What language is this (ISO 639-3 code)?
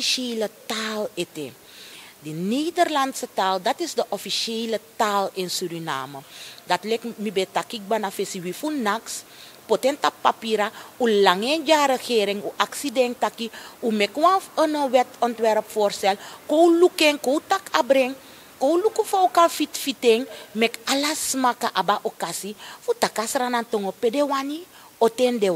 srn